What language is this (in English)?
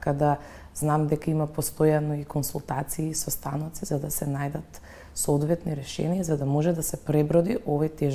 Macedonian